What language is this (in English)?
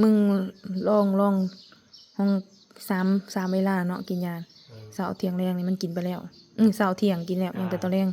Northeastern Thai